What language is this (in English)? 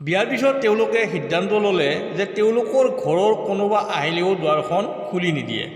Assamese